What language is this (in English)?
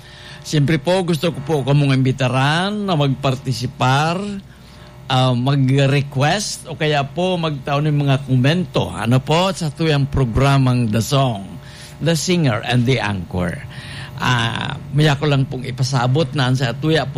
Bikol